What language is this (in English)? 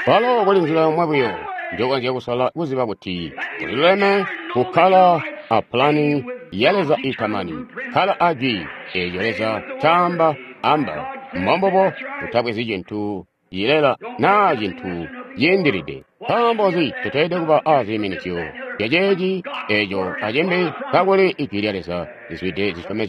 Tonga (Zambia)